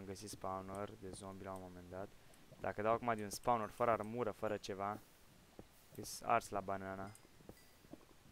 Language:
Romanian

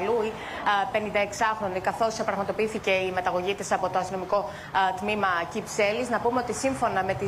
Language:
Greek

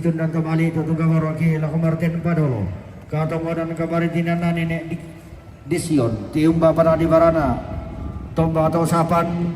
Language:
Toraja-Sa'dan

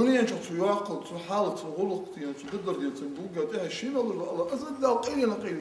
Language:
Ingush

